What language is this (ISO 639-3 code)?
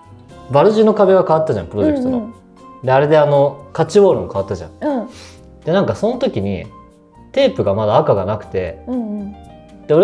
jpn